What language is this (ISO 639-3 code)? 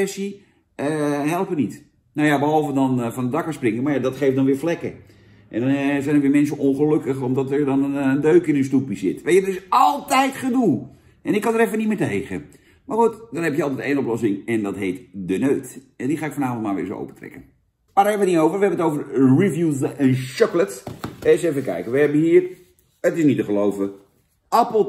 nld